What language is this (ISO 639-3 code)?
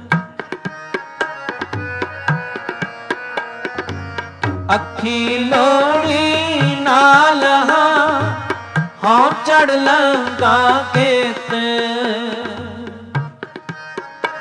pan